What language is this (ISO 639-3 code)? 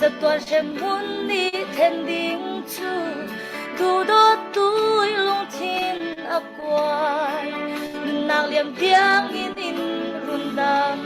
cfm